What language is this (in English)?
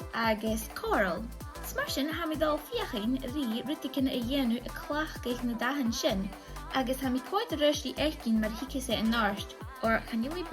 Scottish Gaelic